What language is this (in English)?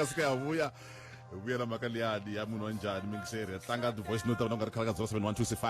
Tsonga